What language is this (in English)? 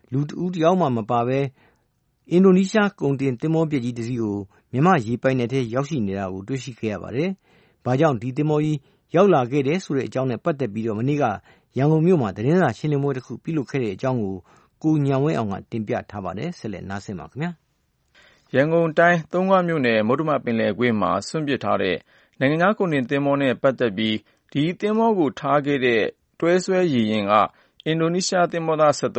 Burmese